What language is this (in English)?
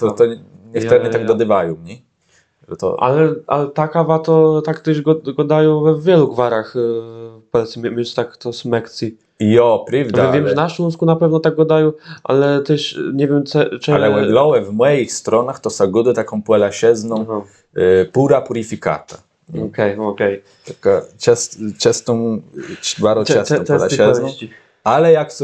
Kashubian